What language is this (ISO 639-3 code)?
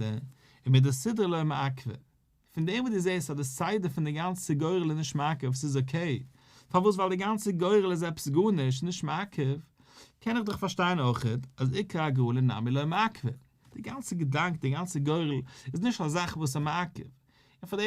yid